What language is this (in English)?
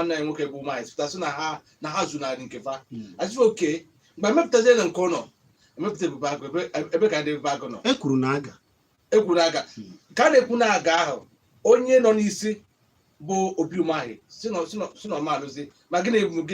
Igbo